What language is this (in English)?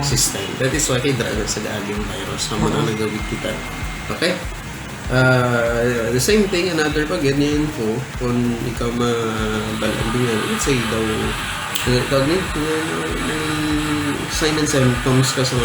Hiligaynon